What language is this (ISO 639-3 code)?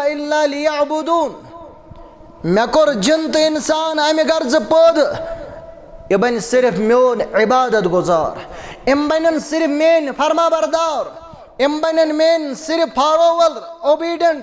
kas